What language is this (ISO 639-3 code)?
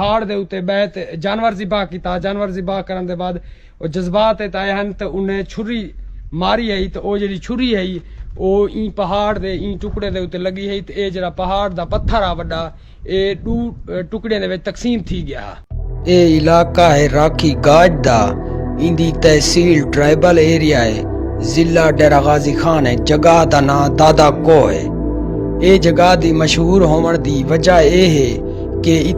skr